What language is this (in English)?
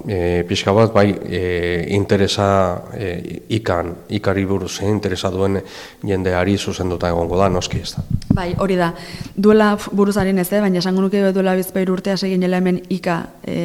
Basque